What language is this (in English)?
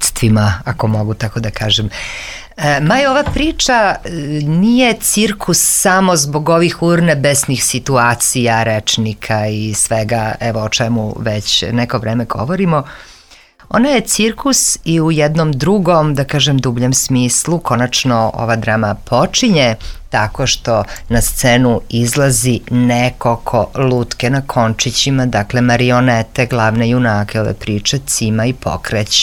Serbian